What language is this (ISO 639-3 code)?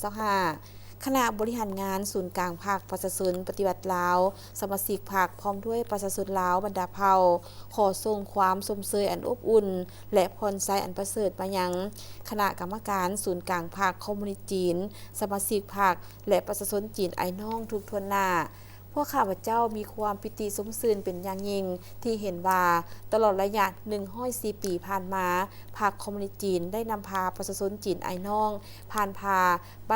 lao